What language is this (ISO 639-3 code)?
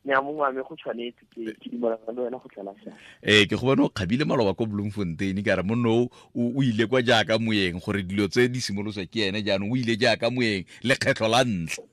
tsn